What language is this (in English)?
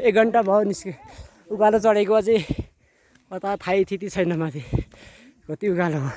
Nepali